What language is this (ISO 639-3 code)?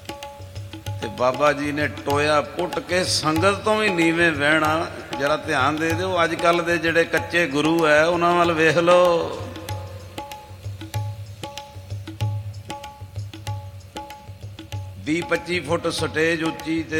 pan